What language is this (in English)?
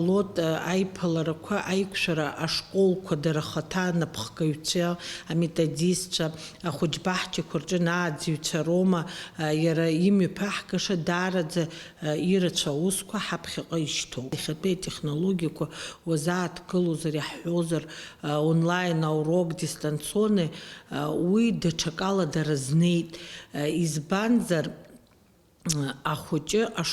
Abkhazian